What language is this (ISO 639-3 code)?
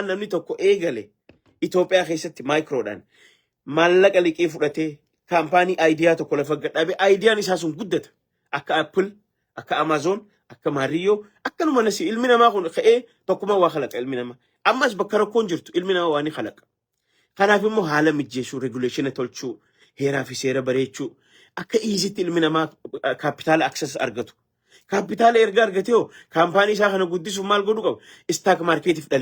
orm